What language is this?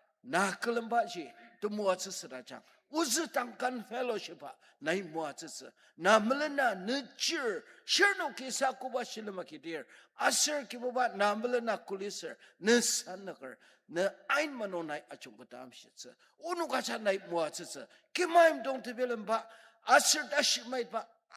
Ao Naga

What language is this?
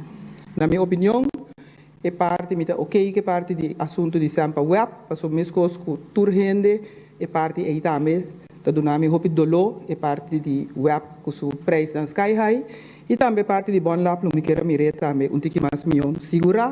Papiamento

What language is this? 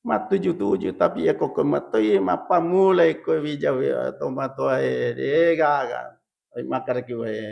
Buginese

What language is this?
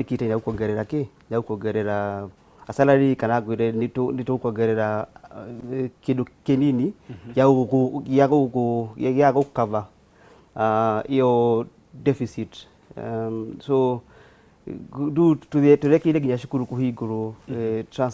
Kikuyu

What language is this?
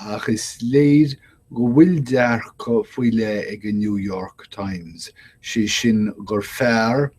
Irish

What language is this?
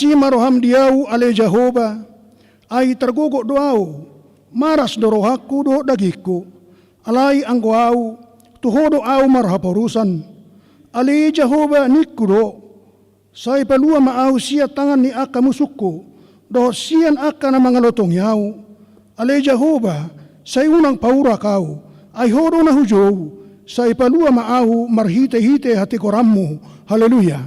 Batak Toba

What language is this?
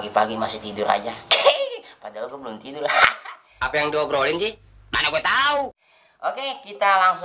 Betawi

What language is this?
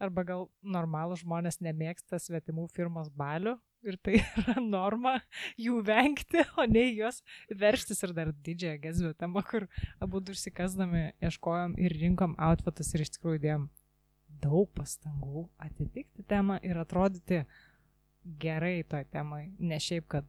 Lithuanian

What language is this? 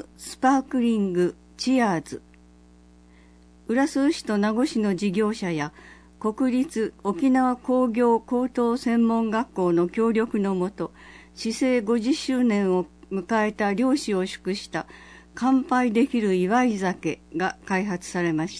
Japanese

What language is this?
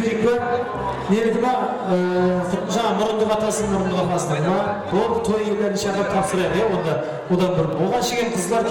Kara-Kalpak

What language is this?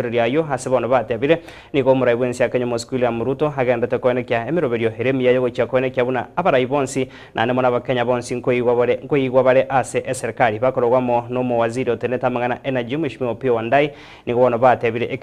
Gusii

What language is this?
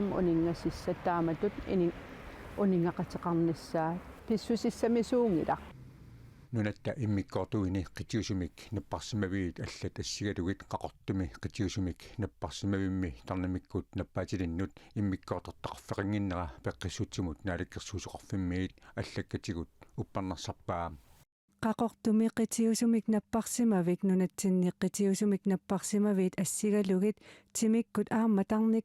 Kalaallisut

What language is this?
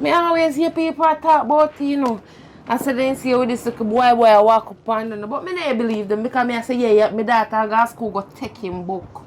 Jamaican Creole English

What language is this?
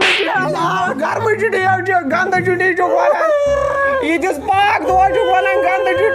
Kashmiri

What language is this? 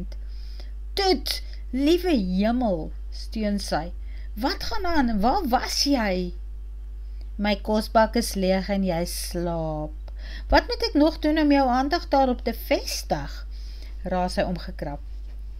Afrikaans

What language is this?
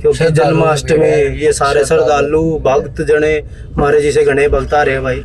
Haryanvi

